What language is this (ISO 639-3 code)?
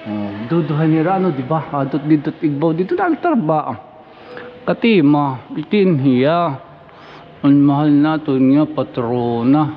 war